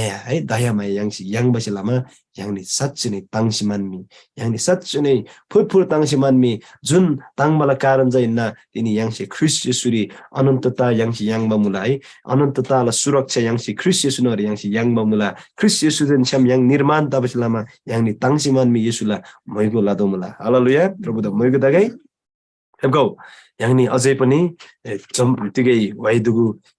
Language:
Eastern Tamang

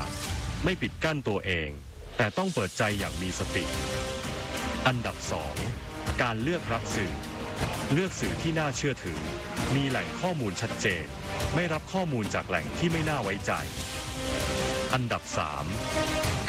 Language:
Thai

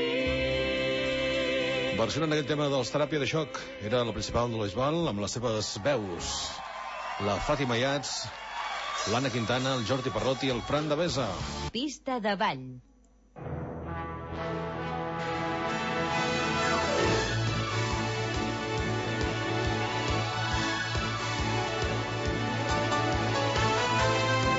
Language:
Catalan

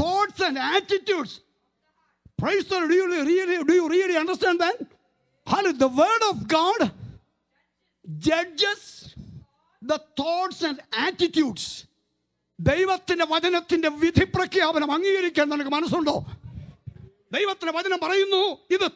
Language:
Malayalam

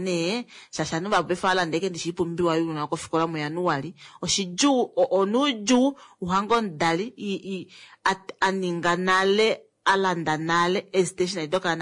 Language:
Kuanyama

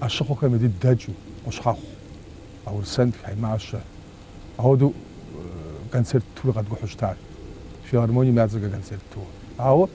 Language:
Kabardian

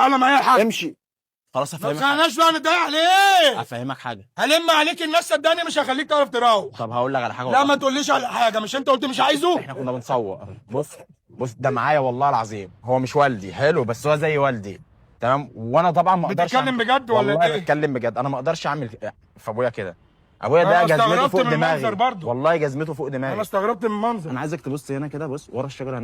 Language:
Egyptian Arabic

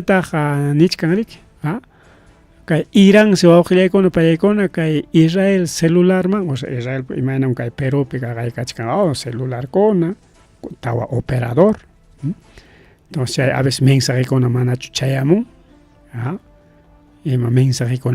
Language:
Ayacucho Quechua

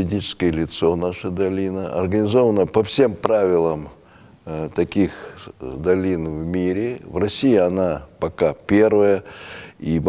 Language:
Russian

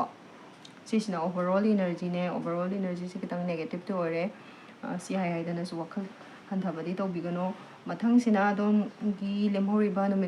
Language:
Manipuri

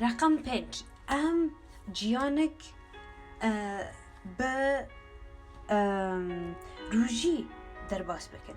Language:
Kurdish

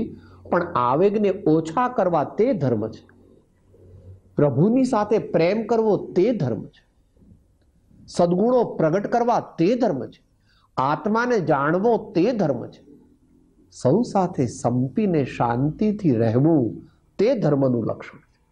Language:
Gujarati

